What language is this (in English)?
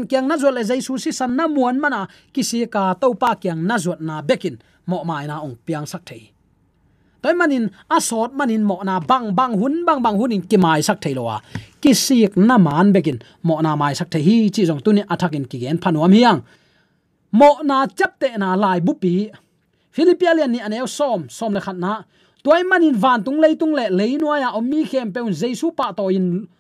Tedim Chin